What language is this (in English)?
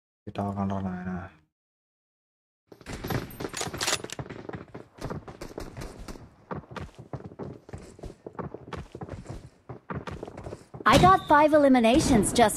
Telugu